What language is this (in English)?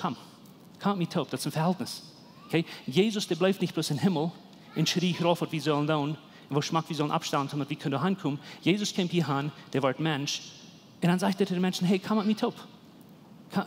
Plautdietsch